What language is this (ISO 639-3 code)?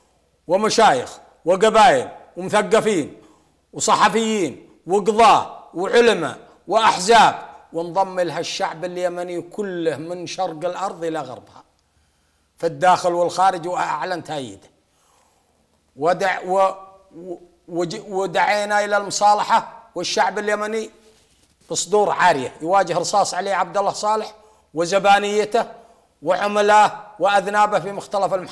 ara